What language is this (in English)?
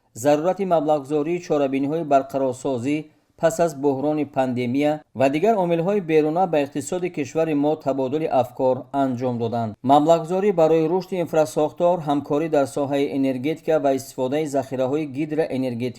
Tajik